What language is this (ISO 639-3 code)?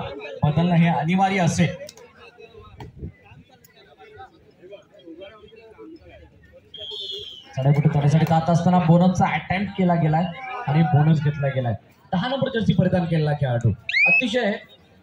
mar